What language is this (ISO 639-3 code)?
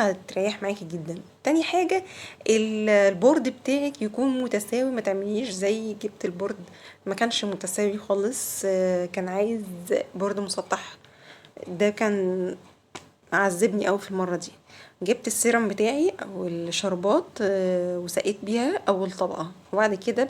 arz